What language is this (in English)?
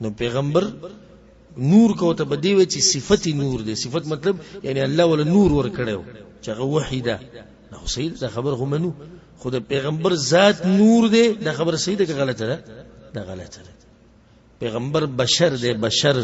Pashto